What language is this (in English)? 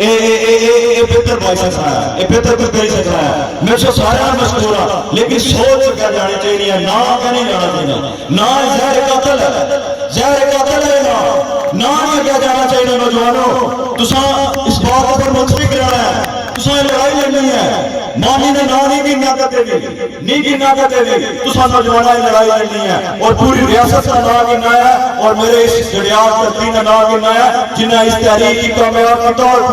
Pahari-Potwari